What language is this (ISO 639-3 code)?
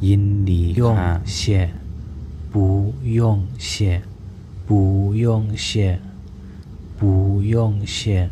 shn